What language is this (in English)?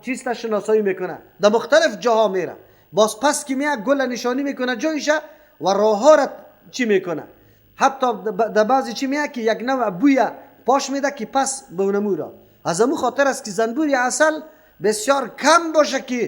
Persian